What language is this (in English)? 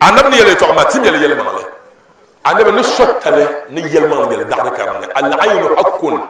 Dagbani